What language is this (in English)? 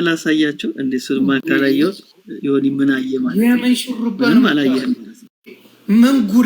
Amharic